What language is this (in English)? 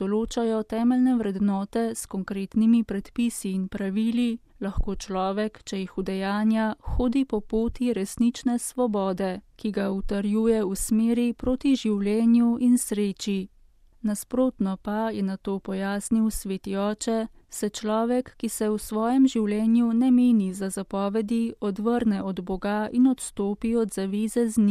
Slovenian